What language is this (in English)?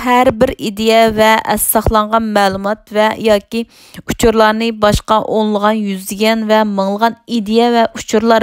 Uyghur